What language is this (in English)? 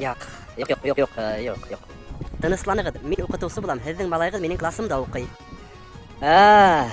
Bashkir